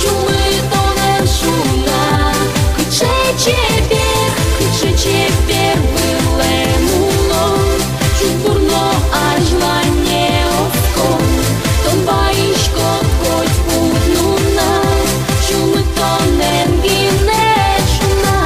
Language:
Udmurt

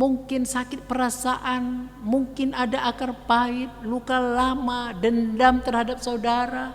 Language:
Batak Karo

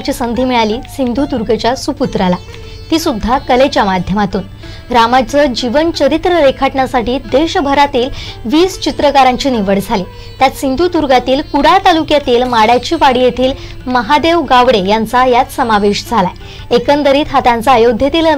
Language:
Marathi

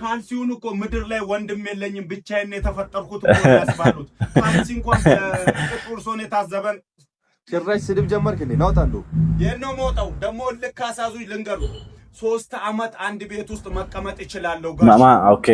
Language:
Amharic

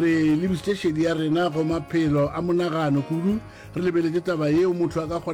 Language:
Northern Sotho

